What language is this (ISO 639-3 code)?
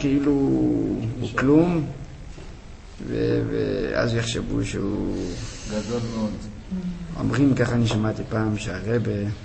heb